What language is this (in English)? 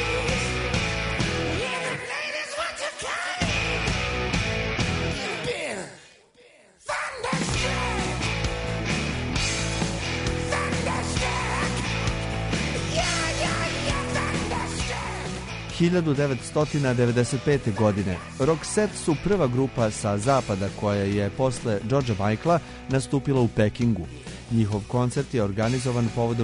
Serbian